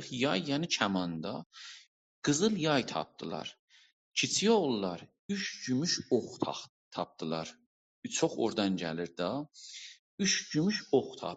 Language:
South Azerbaijani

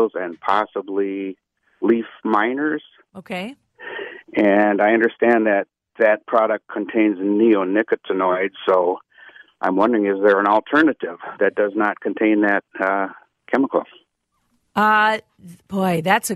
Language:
English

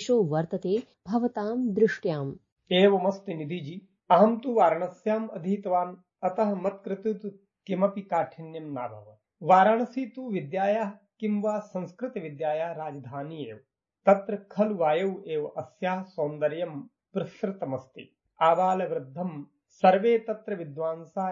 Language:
Sanskrit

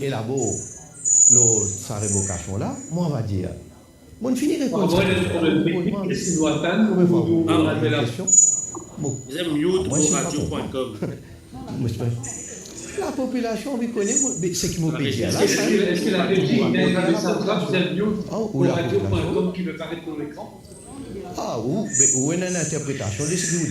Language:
Morisyen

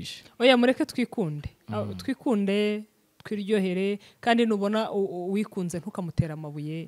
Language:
Kinyarwanda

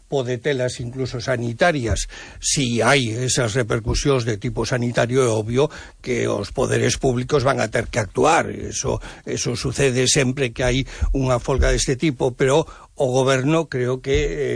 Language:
Galician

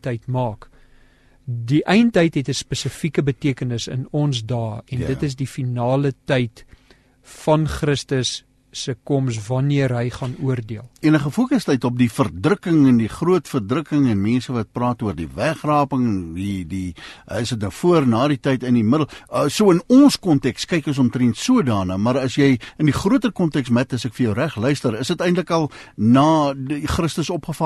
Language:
Afrikaans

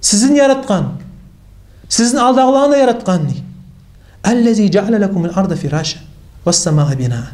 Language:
Kumyk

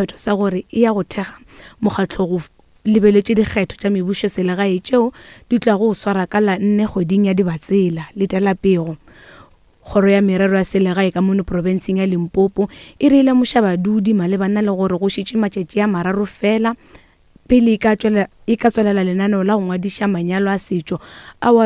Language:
Northern Sotho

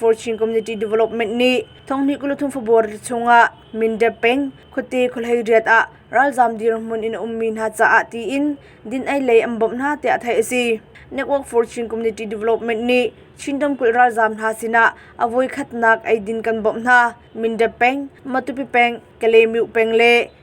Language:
Hakha Chin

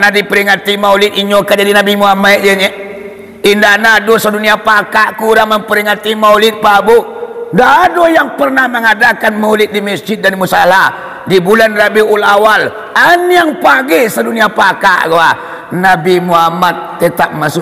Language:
Minangkabau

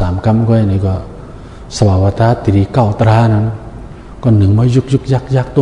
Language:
Shan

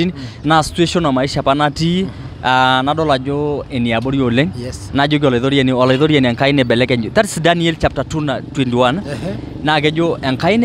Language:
Masai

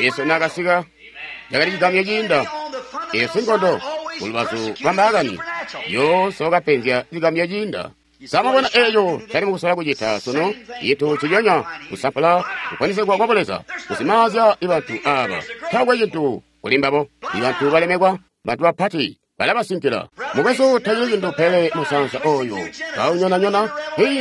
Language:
Tonga (Zambia)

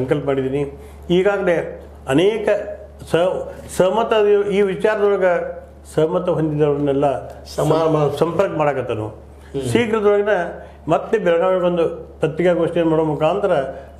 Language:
Kannada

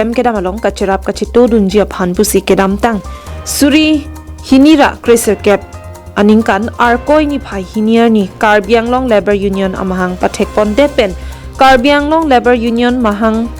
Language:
Karbi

